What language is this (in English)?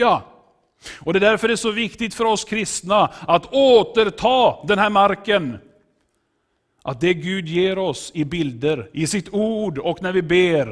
Swedish